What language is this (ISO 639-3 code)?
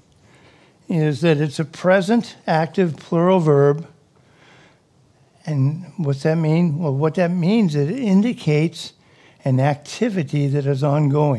eng